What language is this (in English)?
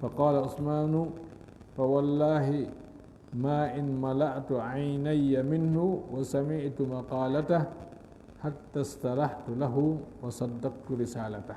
Fula